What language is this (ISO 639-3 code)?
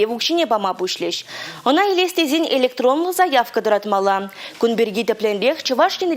chv